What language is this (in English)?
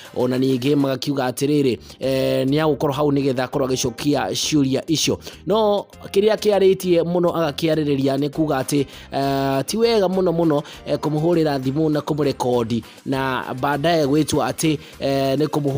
Kikuyu